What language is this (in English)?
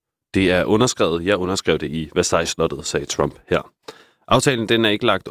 Danish